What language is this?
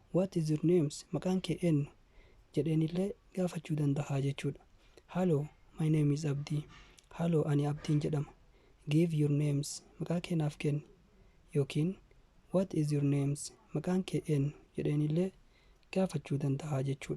Oromo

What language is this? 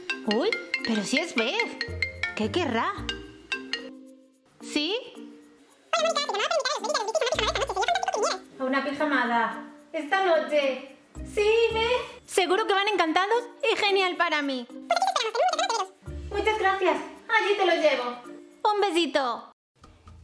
Spanish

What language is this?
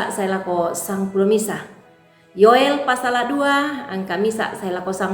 Toraja-Sa'dan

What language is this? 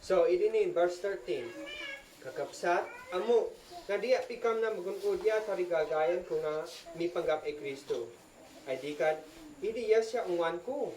Isnag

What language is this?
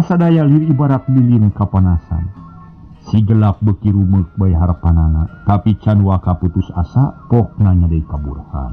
Sundanese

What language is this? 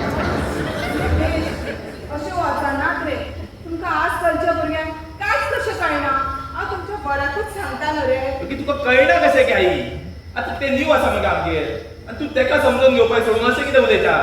Konkani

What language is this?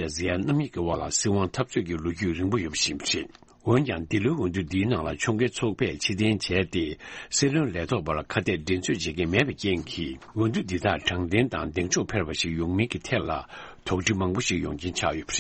Tibetan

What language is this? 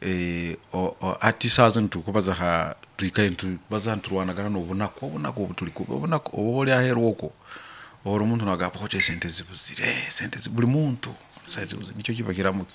Nyoro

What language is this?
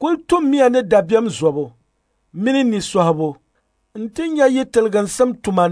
Dagbani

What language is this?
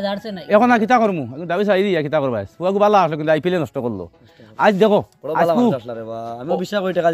Sylheti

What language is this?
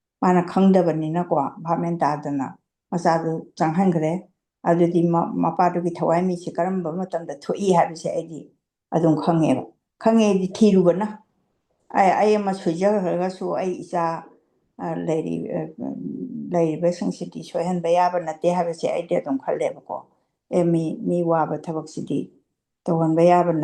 Manipuri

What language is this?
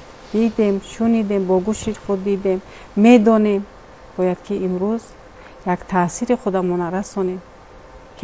Tajik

